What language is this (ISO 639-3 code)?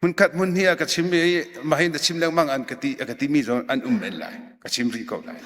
cnh